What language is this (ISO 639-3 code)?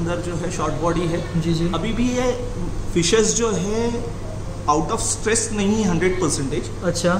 hin